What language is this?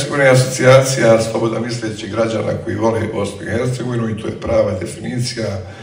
Bosnian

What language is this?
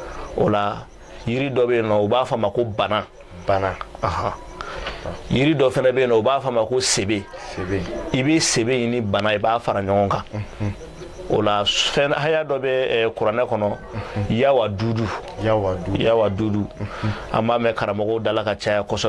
Bambara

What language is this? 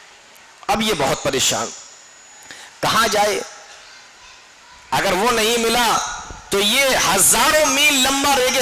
Urdu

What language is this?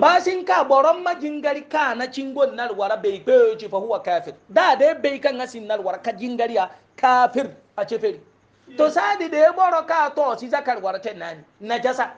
Hausa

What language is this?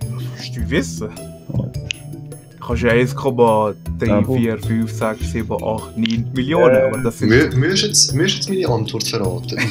Swiss German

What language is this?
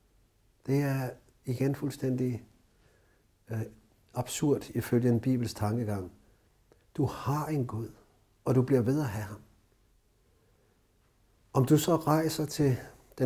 Danish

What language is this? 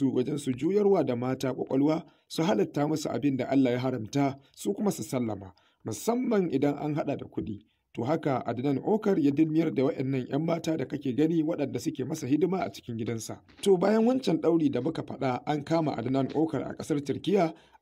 Hausa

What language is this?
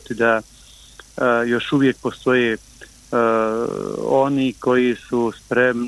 Bosnian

